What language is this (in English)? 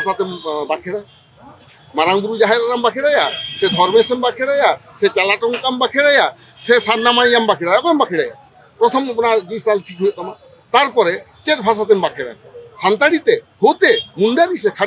Santali